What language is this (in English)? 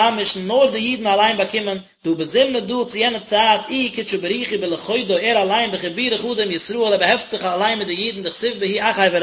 Yiddish